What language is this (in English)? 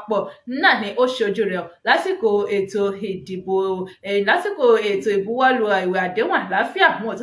Yoruba